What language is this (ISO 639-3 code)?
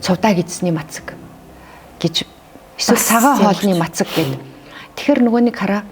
mon